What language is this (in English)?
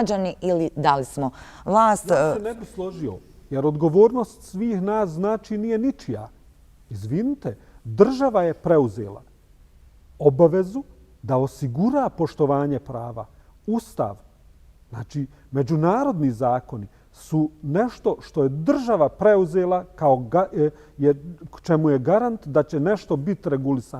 Bosnian